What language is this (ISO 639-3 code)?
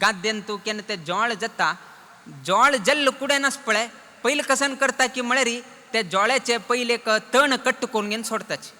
kok